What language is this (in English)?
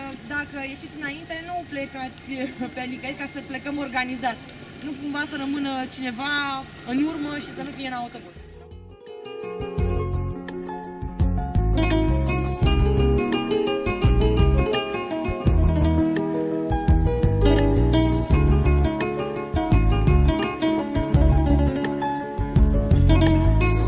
Romanian